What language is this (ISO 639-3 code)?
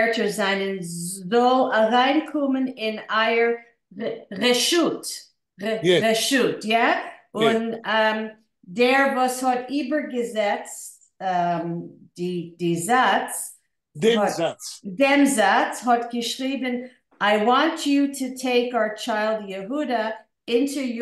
yid